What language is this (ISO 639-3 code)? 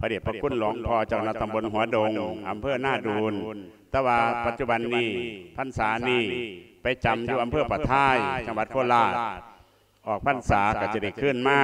lao